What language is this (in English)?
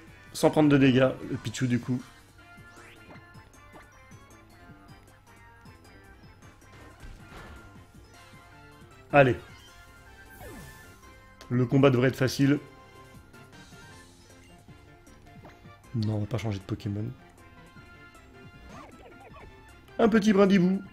French